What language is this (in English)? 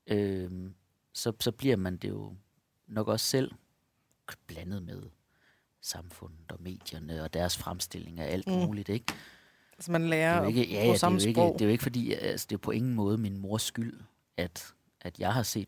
Danish